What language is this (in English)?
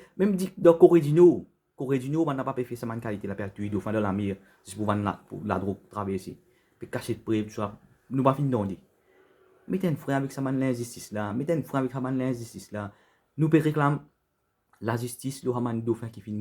Morisyen